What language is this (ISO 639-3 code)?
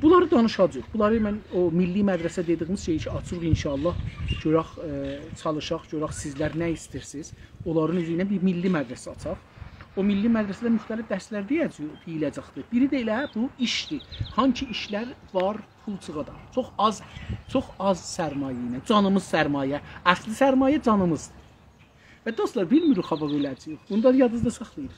azb